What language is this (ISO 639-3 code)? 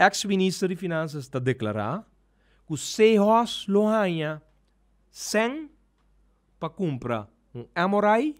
pap